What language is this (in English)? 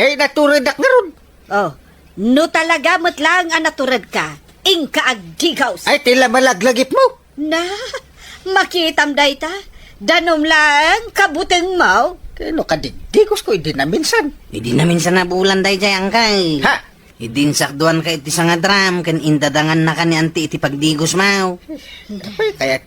Iloko